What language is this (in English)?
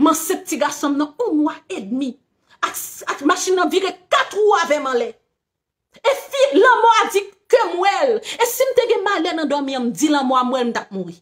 Haitian Creole